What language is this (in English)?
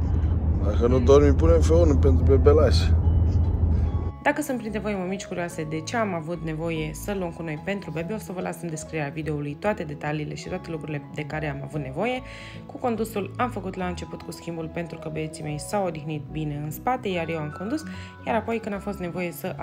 Romanian